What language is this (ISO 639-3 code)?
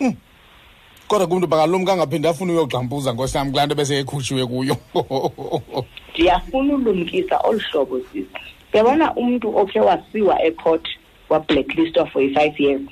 xho